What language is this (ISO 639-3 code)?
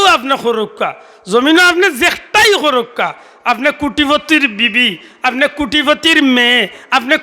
syl